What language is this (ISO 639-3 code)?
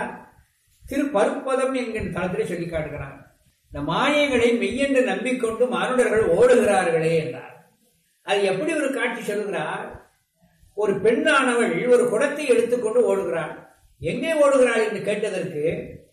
tam